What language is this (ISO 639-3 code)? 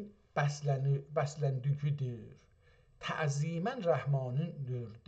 azb